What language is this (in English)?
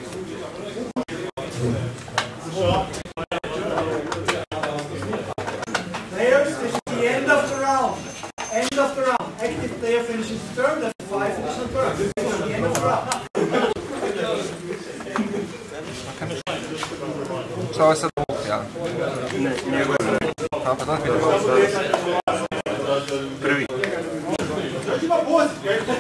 Croatian